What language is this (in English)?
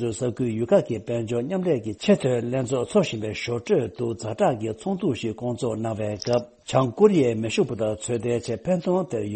Tibetan